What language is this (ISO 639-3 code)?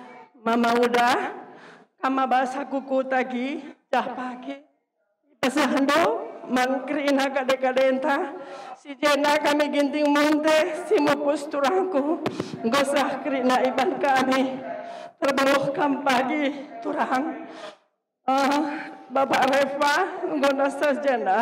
btx